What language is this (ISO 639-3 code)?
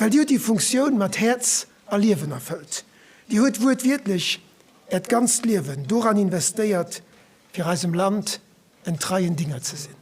ltz